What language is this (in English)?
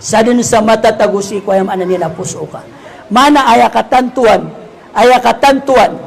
Maranao